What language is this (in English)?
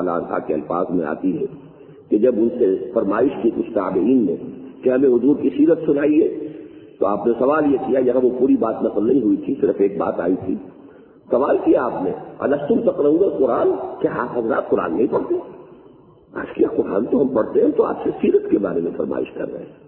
Urdu